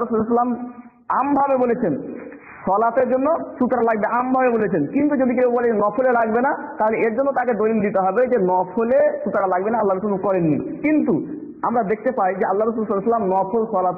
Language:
Bangla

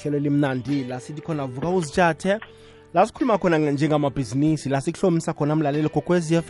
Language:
South Ndebele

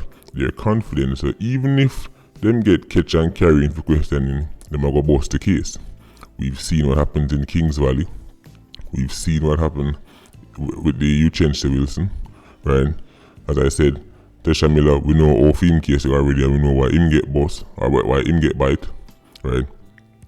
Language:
Jamaican Creole English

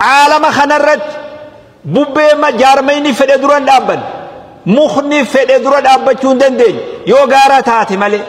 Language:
Oromo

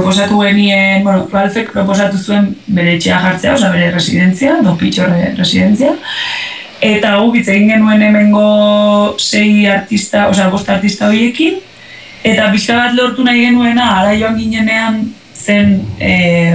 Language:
Basque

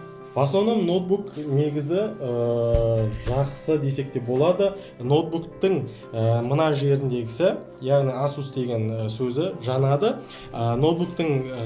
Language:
Kazakh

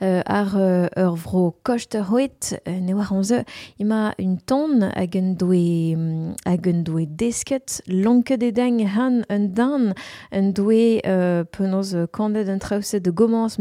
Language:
Breton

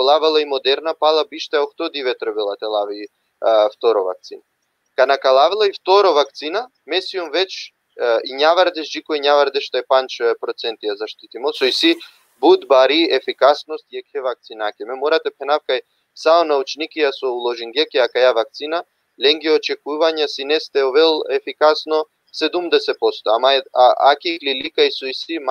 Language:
Balkan Romani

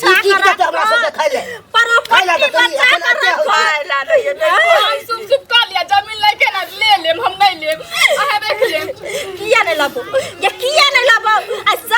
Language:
Maithili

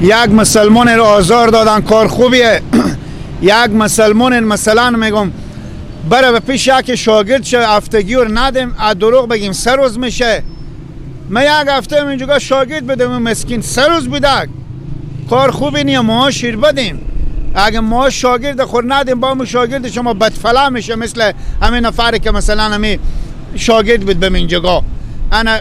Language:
Persian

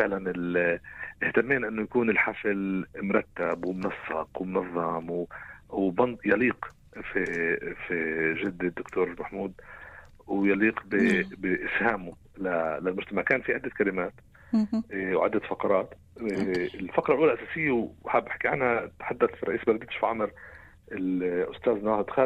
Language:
North Levantine Arabic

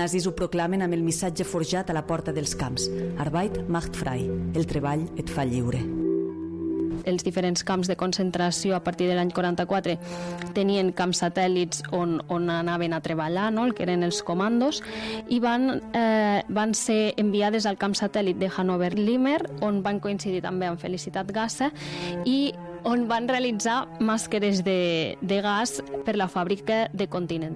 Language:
Catalan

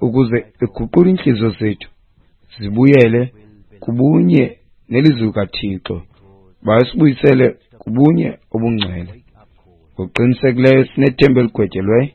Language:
Xhosa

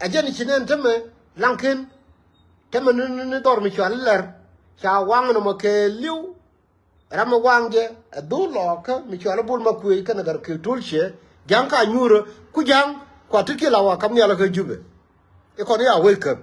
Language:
Nuer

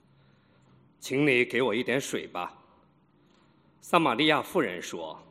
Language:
Chinese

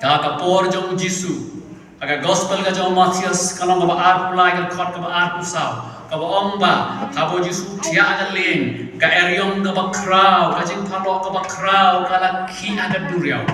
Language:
Khasi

